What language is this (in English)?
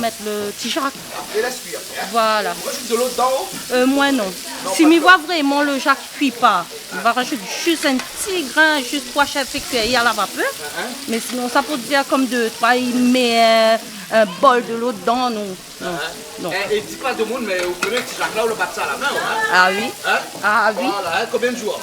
Réunion Creole French